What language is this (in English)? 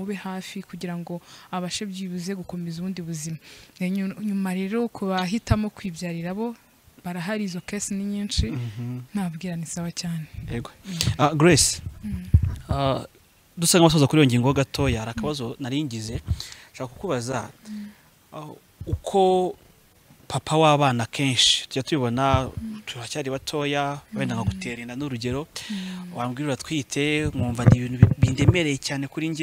Kinyarwanda